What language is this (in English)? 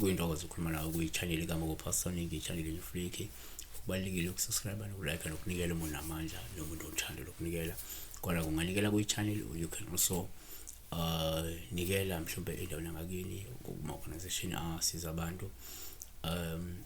Zulu